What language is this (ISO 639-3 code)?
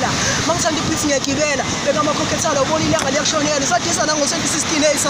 zul